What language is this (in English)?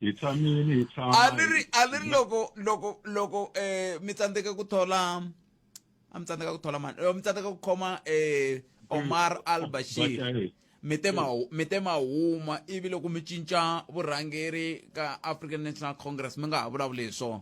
Tsonga